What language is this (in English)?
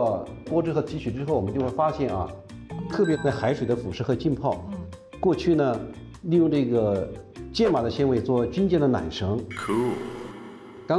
Chinese